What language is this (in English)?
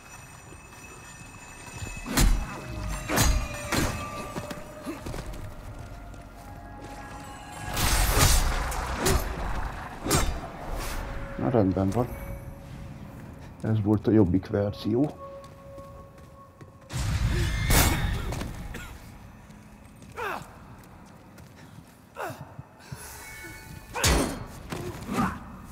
Hungarian